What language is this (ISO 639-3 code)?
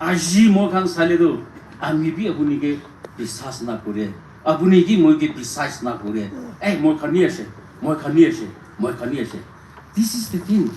nag